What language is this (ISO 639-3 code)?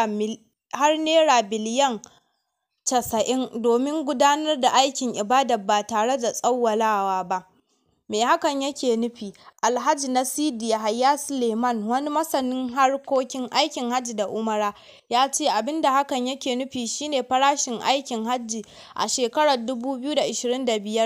hau